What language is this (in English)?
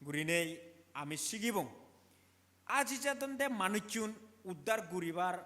Chakma